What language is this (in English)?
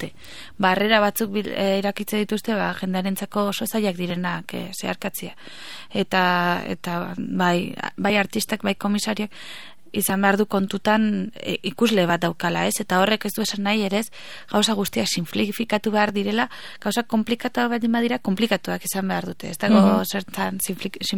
Basque